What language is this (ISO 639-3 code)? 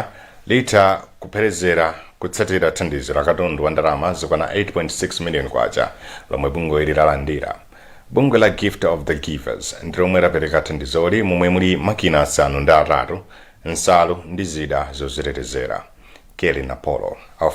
nya